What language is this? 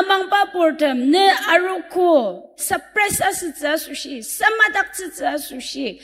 Ao Naga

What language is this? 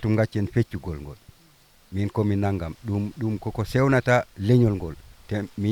Fula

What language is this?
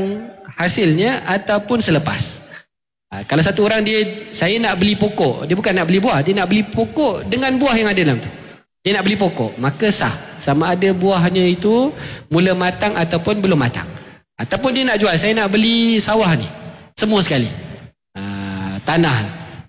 Malay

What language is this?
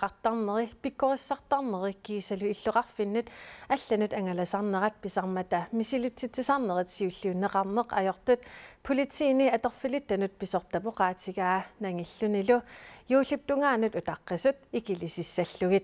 Kalaallisut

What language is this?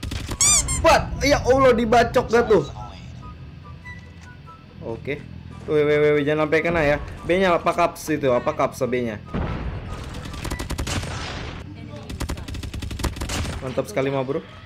Indonesian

